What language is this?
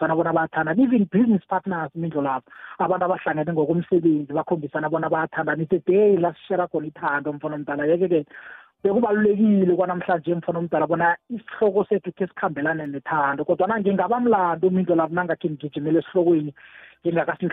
South Ndebele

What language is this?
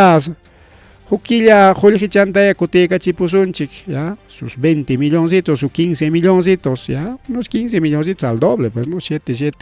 Ayacucho Quechua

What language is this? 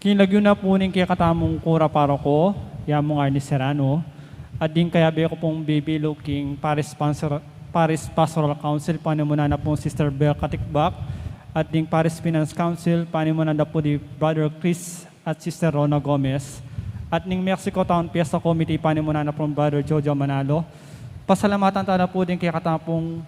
Pampanga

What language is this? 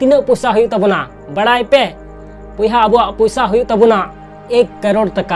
Santali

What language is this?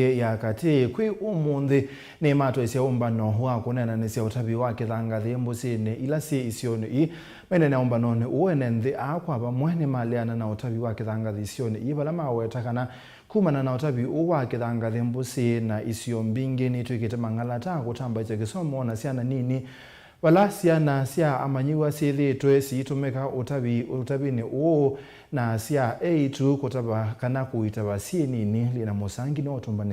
Kamba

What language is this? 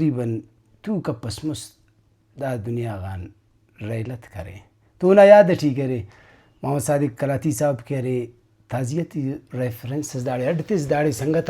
Brahui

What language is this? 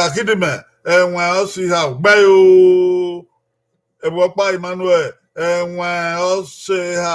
Bini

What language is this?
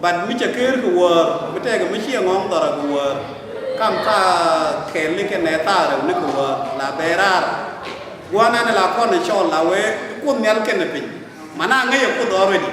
Nuer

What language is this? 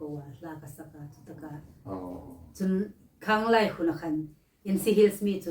Hmar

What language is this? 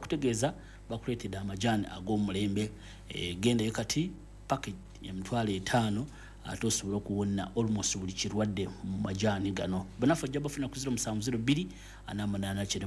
Ganda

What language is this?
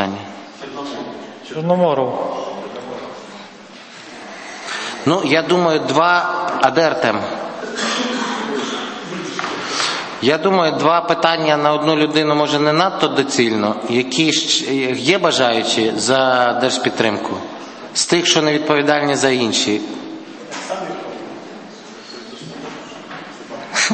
Ukrainian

